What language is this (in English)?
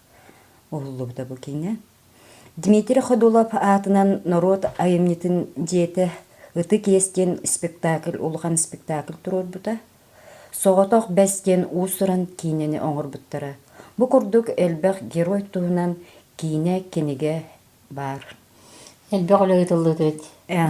Yakut